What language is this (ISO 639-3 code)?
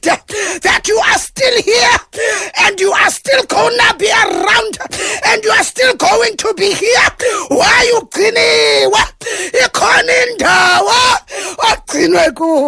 xho